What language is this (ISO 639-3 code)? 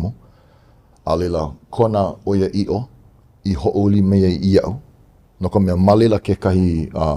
haw